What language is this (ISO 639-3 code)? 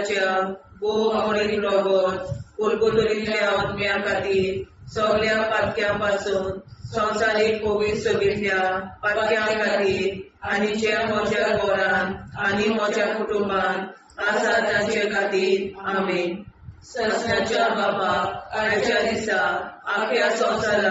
kok